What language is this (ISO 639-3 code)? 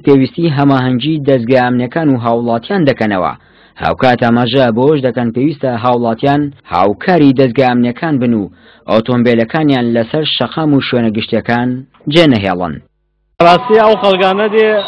ckb